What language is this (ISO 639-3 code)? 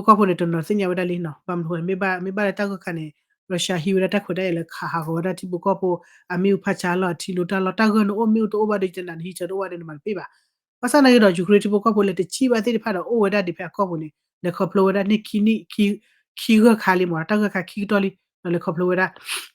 ksw